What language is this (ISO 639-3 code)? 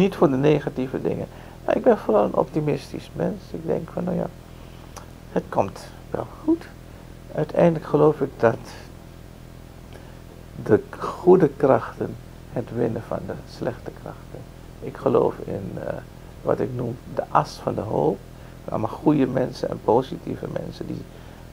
nld